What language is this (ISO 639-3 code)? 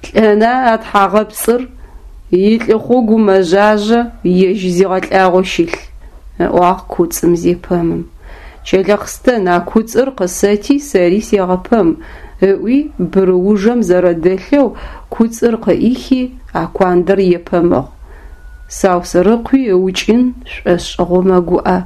ady